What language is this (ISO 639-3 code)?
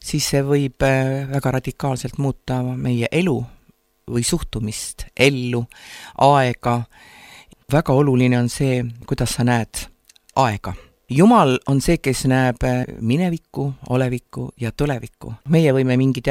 est